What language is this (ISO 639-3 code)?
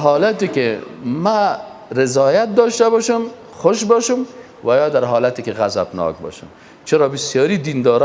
fas